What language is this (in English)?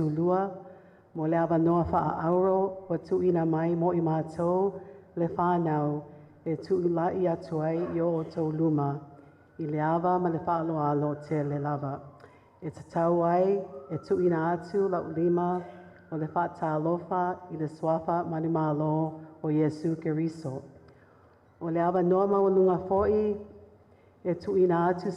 Samoan